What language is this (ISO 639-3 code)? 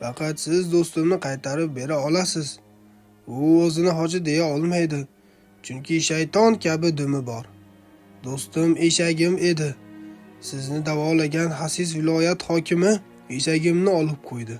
uzb